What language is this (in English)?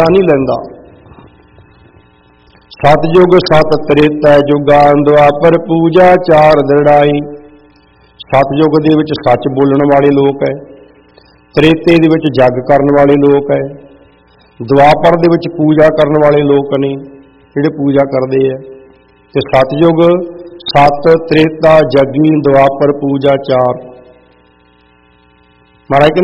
Punjabi